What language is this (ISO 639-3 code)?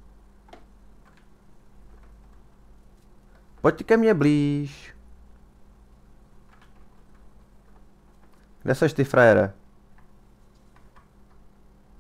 ces